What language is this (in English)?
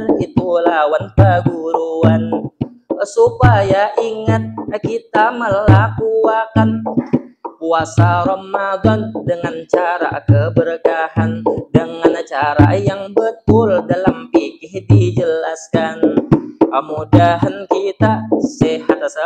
Banjar